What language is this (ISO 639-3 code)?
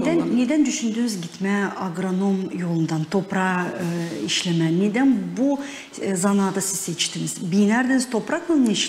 gag